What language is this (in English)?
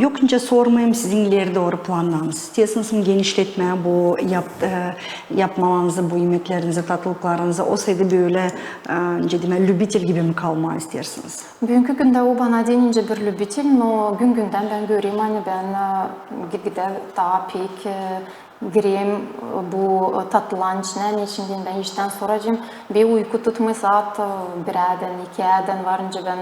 Gagauz